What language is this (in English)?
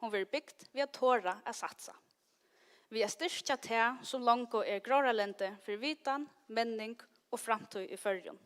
Faroese